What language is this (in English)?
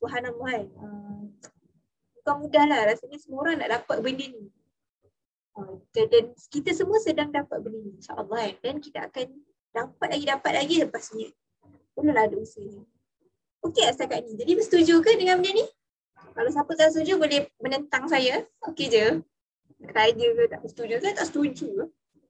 Malay